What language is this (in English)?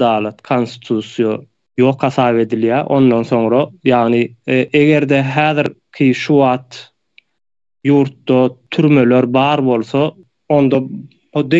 Turkmen